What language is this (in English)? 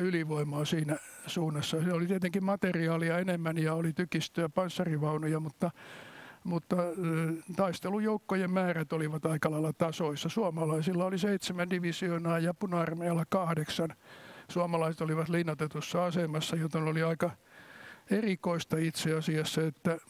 Finnish